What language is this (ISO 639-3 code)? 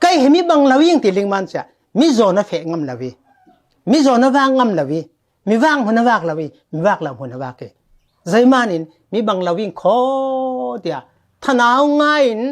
cfm